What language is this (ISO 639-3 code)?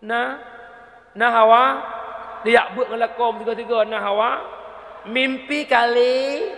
ace